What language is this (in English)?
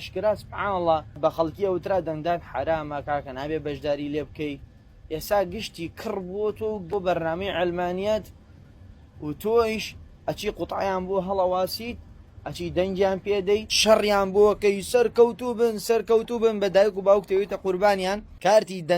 Central Kurdish